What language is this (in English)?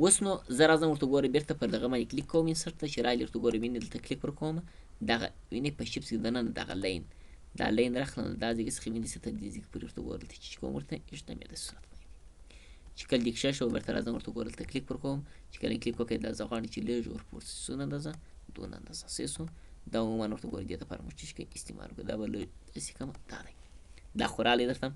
Pashto